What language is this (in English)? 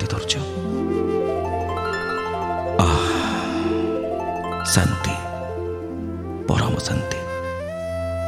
Odia